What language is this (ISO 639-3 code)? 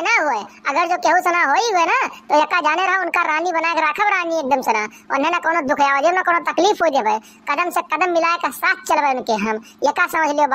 awa